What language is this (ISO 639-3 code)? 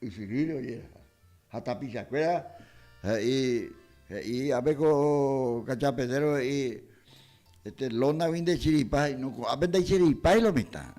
grn